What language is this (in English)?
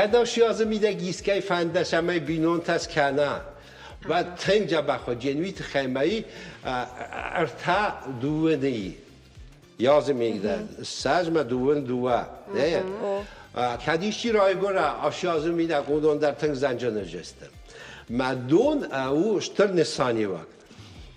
Ossetic